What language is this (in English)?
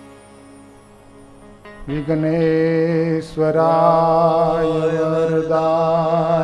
Gujarati